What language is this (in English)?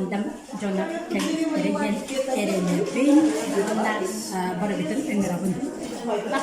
Yakut